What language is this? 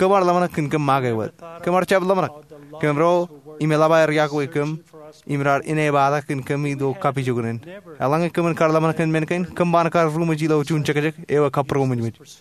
Marshallese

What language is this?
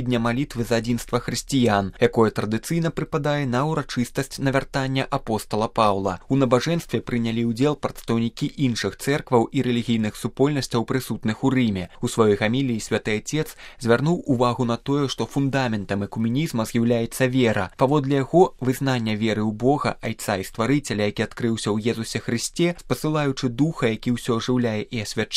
Belarusian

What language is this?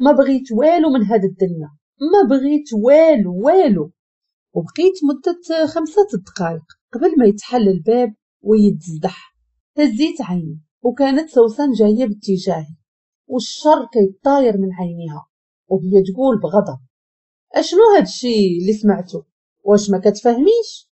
Moroccan Arabic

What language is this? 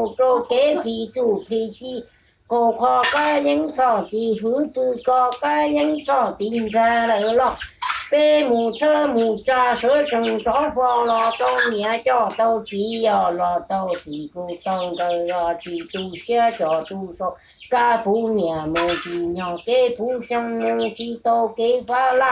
Hmong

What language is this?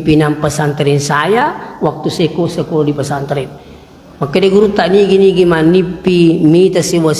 Buginese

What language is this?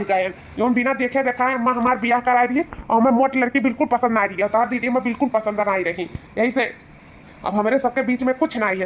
Awadhi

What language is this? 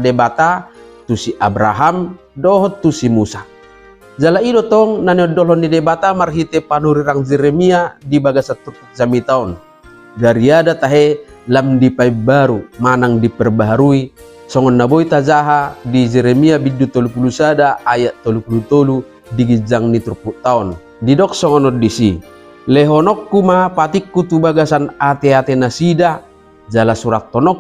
Batak Toba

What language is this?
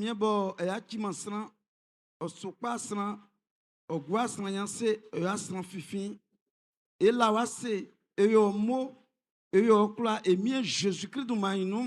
Baoulé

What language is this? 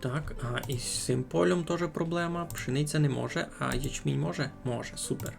Rusyn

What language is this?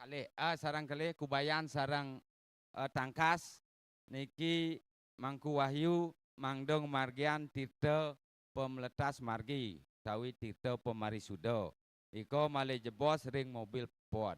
Balinese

